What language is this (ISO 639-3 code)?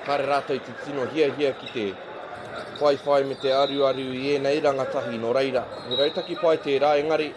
mri